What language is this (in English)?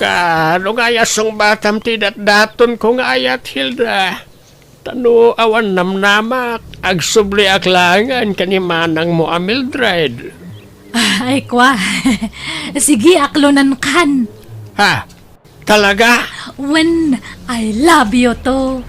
Iloko